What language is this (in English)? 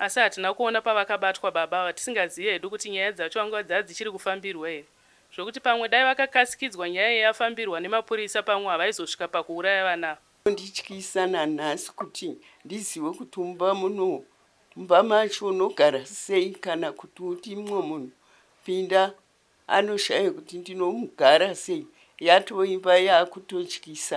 Shona